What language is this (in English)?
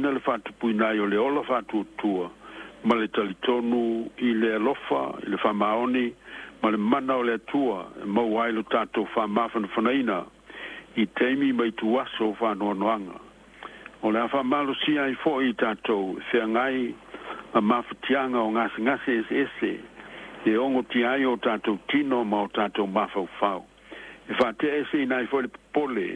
Samoan